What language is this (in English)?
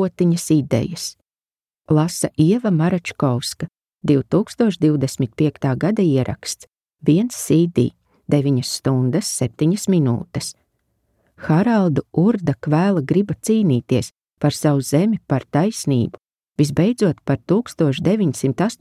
Latvian